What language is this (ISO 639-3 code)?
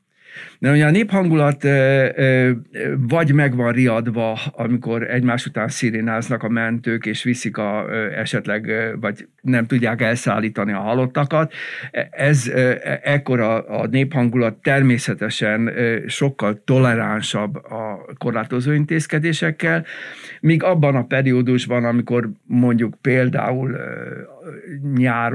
hun